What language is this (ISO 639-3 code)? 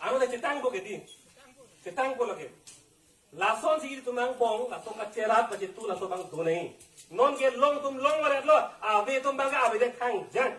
mjw